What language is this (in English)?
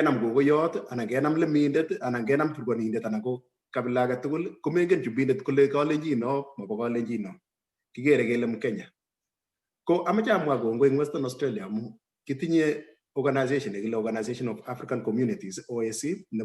Kalenjin